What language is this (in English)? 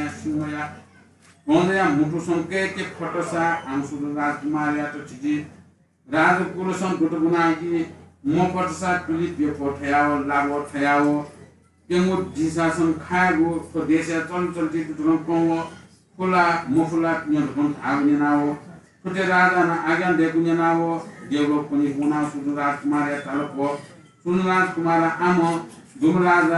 Newari